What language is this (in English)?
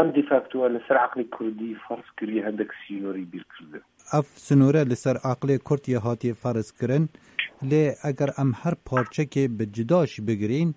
Kurdish